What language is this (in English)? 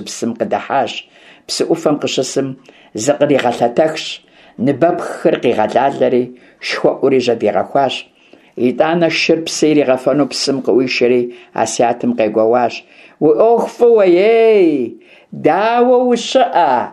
Kabardian